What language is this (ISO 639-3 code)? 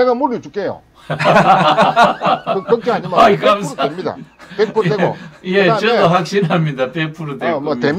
kor